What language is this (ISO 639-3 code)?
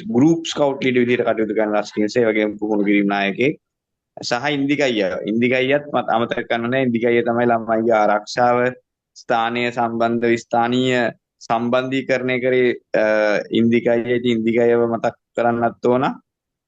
sin